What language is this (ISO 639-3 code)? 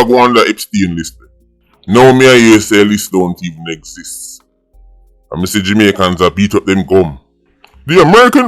jam